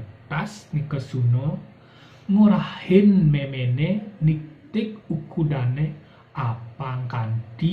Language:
Balinese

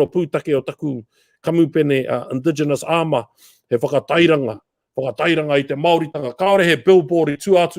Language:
Māori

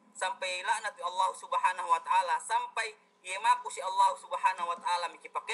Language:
Yakan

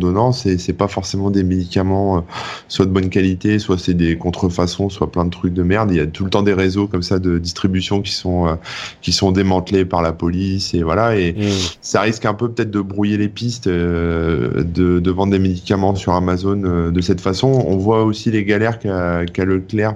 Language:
French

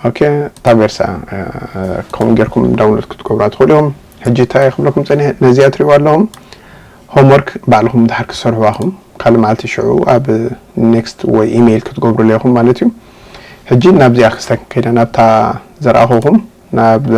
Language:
Tigrinya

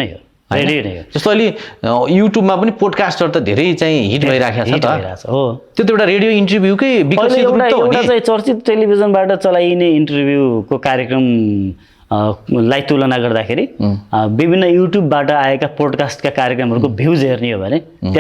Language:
Nepali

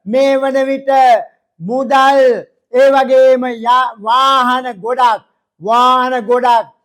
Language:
Sinhala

